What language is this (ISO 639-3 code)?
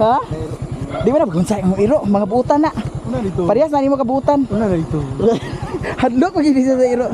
ceb